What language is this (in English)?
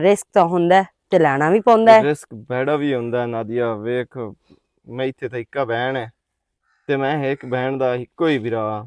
Western Panjabi